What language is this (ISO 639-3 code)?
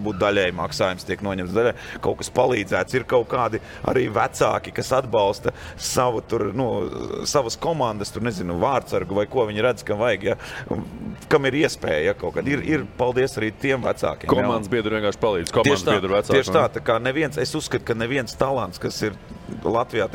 lav